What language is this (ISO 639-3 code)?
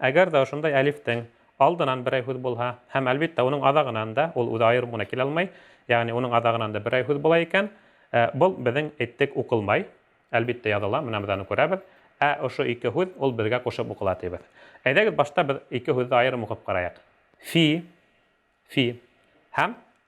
bak